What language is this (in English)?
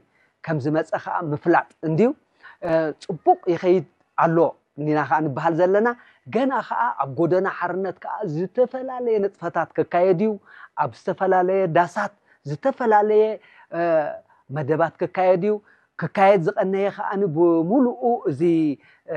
Tigrinya